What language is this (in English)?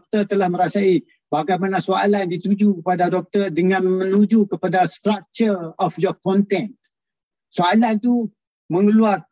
Malay